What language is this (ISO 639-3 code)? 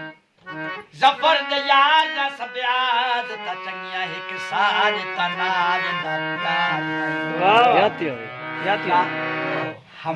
skr